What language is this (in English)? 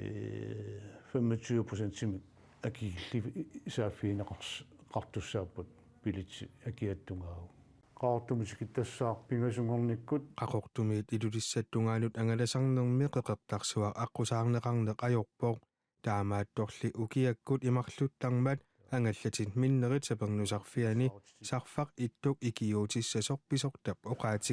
Kalaallisut